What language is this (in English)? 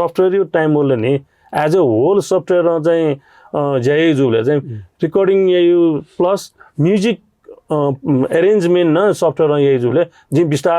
Newari